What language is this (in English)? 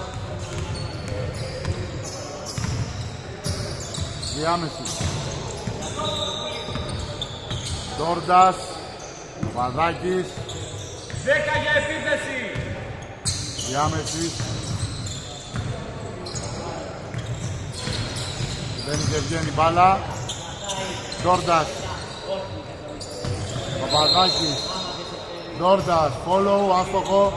Greek